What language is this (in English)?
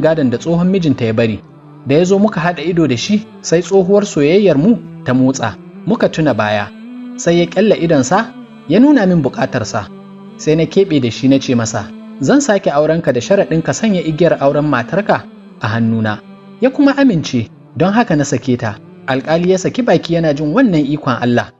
Hausa